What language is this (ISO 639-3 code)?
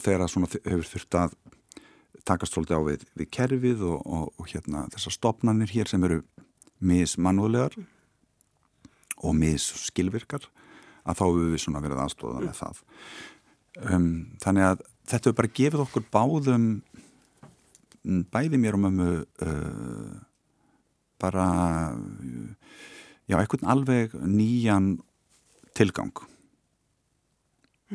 isl